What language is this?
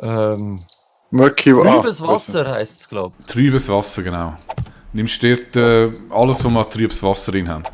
Swiss German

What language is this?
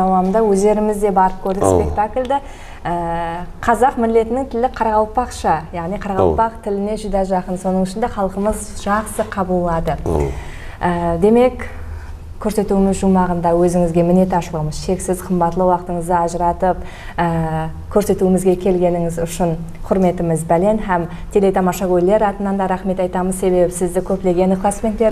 Kara-Kalpak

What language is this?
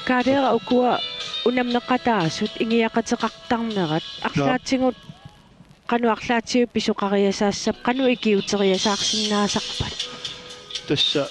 Kalaallisut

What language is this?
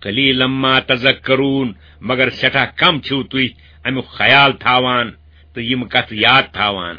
Kashmiri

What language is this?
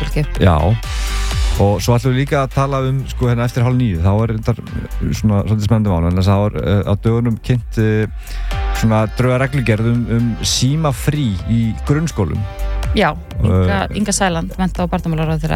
Icelandic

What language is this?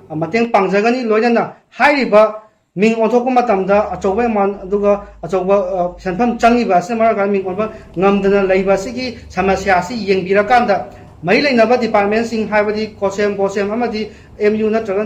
Manipuri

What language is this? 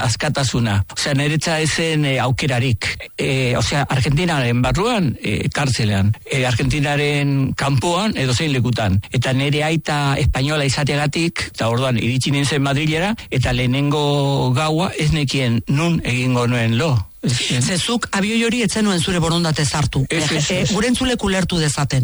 Basque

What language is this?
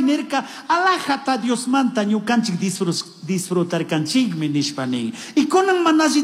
Chimborazo Highland Quichua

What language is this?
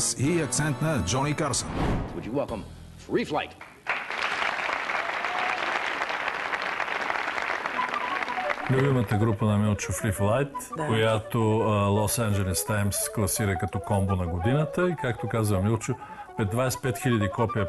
Bulgarian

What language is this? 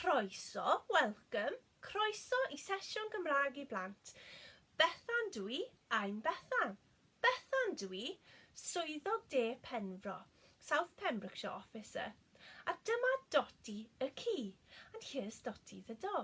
Welsh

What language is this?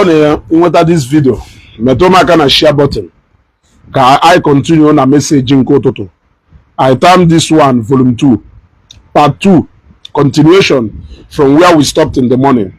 Igbo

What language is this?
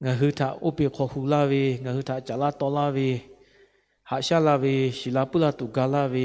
Lahu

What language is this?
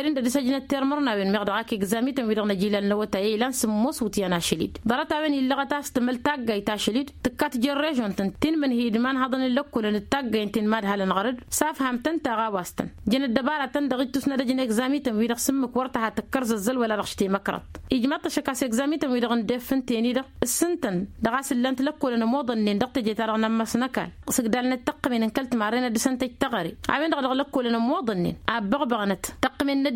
Tamasheq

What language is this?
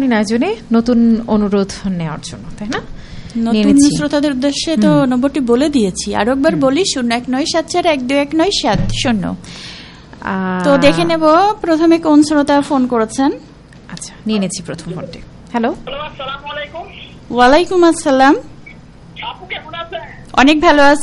Bangla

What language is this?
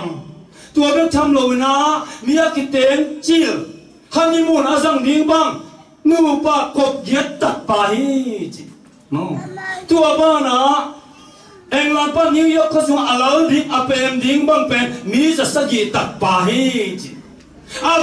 Tedim Chin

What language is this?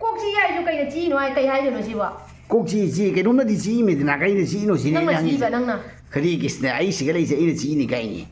Manipuri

